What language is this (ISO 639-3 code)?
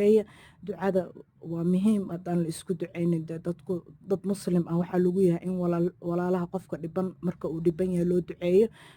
som